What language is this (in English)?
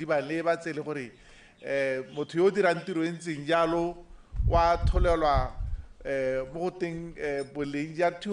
Tswana